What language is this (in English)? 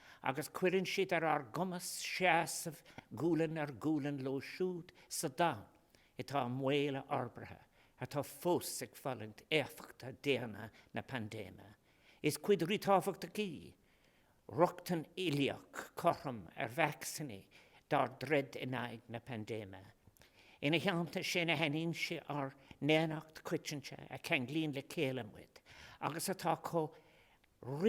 Irish